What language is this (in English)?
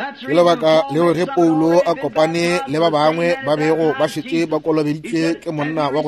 Northern Sotho